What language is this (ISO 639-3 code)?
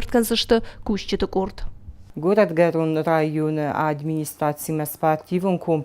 oss